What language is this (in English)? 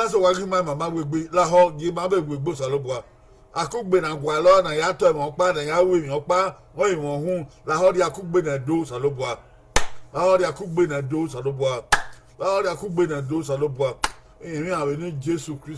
Bini